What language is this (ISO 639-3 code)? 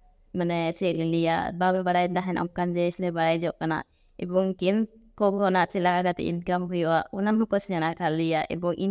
sat